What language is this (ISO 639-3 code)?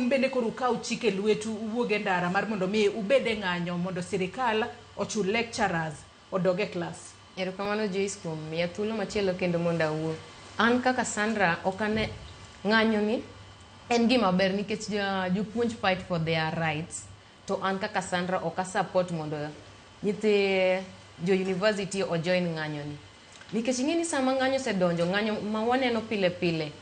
luo